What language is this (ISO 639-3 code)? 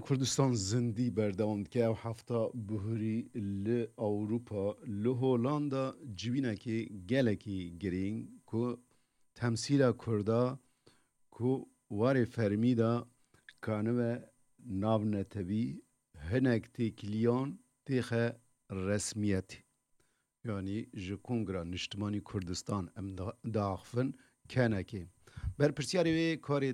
kur